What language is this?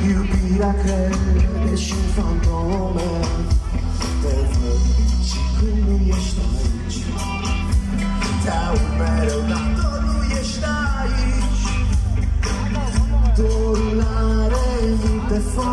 Romanian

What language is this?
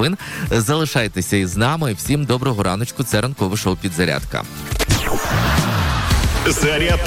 Ukrainian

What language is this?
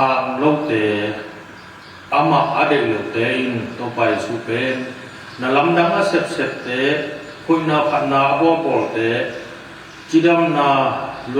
Tedim Chin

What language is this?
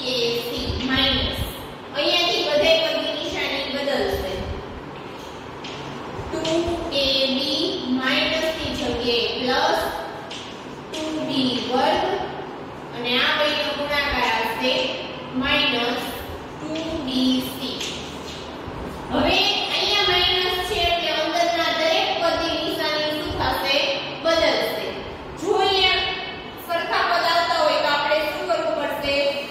Gujarati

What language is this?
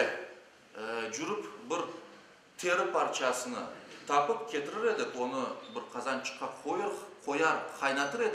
Crimean Tatar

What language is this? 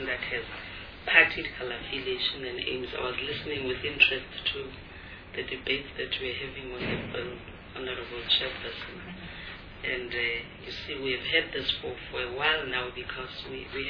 English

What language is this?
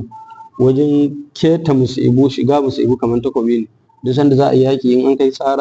Hausa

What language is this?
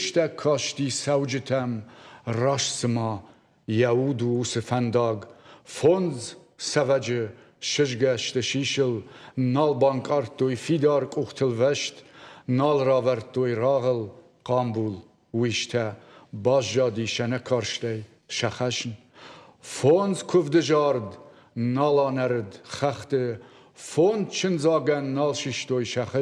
Ossetic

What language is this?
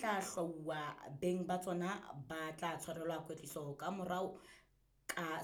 Southern Sotho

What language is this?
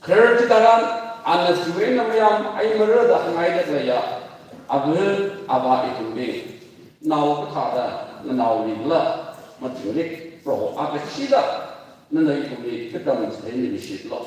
Tangkhul Naga (India)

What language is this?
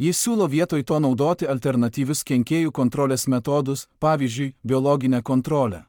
Lithuanian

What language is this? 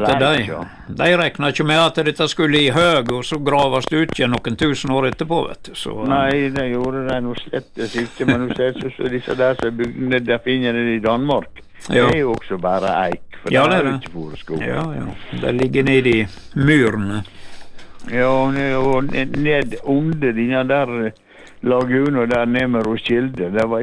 Norwegian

